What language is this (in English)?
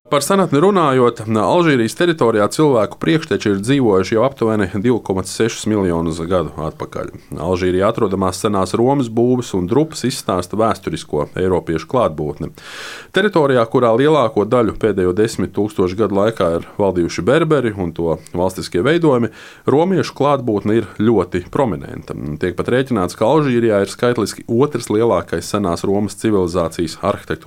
Latvian